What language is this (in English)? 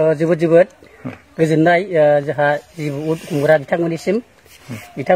Bodo